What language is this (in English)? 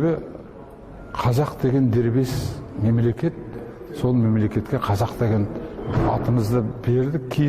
Bashkir